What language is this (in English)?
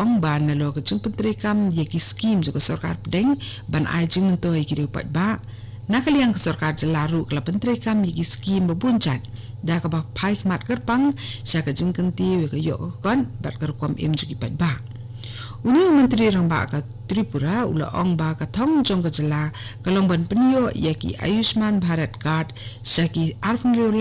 Khasi